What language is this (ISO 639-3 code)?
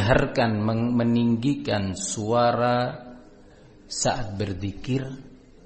ind